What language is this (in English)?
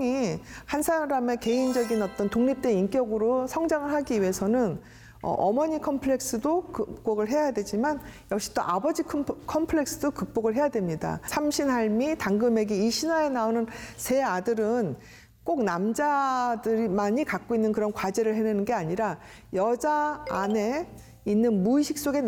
Korean